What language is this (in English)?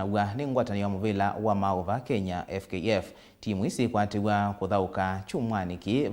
Kamba